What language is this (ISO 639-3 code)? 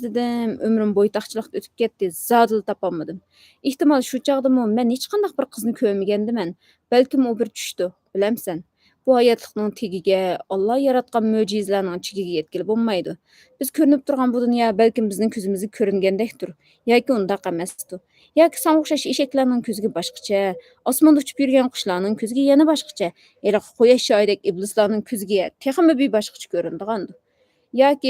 uig